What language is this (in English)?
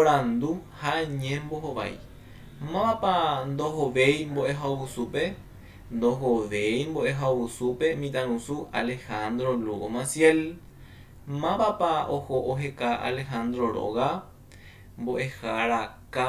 Guarani